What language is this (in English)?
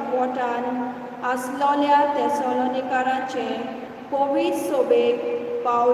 Konkani